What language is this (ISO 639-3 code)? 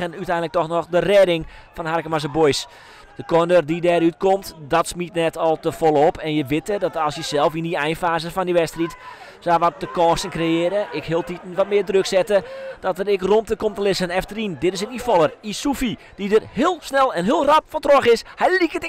fry